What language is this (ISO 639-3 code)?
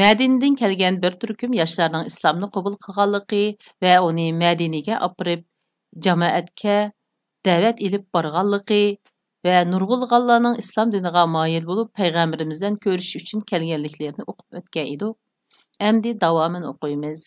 uig